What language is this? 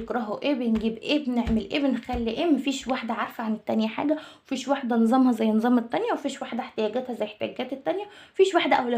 Egyptian Arabic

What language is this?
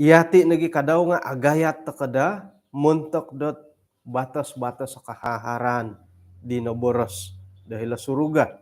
Central Dusun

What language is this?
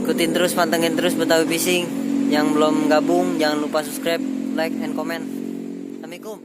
Betawi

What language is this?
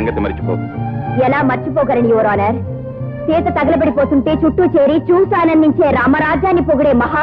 Telugu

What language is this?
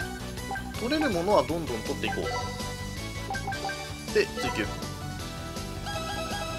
Japanese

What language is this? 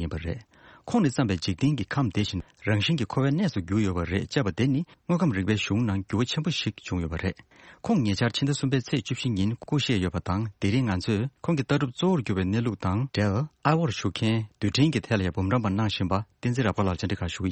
Tibetan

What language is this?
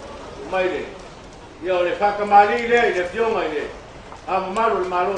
Samoan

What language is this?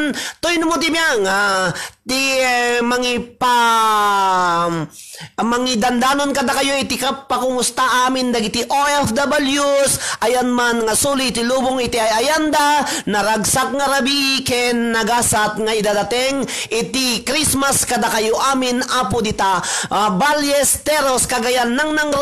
Iloko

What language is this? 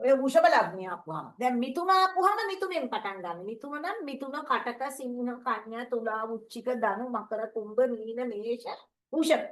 Sinhala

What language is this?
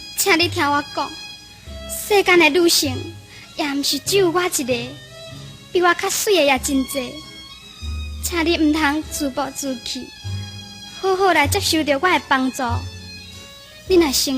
Min Nan Chinese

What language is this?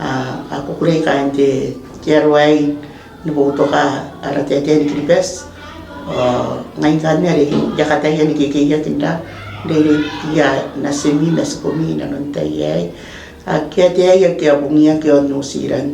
Gilbertese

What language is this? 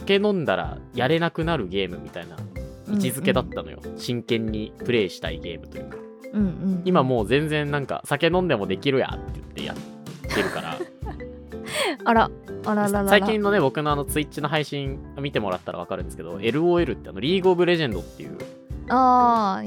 Japanese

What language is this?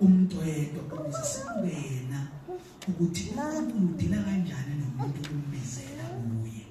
Zulu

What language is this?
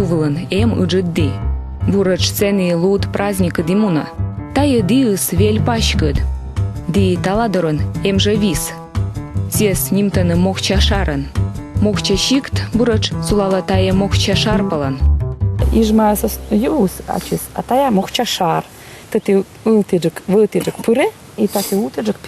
Komi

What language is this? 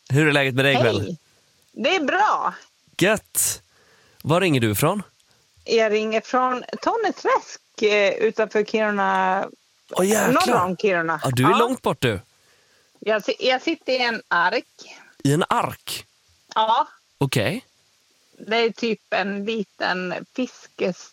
Swedish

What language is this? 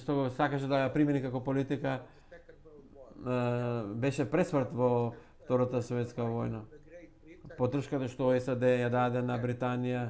Macedonian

